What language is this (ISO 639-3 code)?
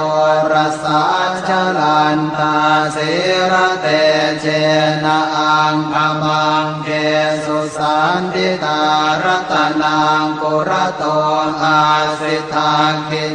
pli